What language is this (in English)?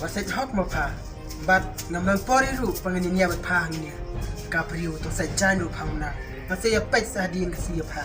Khasi